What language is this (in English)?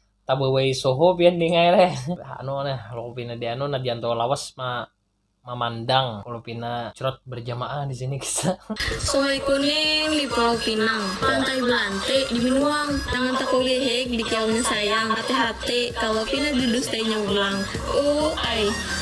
Banjar